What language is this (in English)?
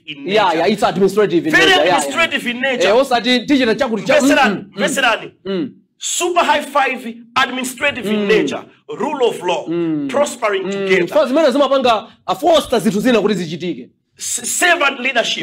Nyanja